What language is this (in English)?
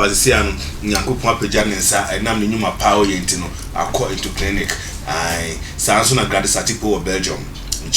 Akan